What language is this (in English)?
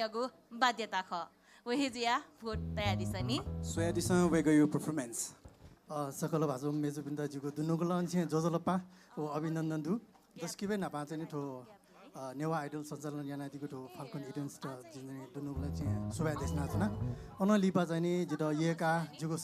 Newari